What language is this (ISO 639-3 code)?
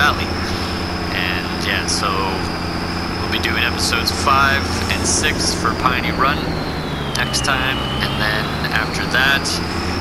eng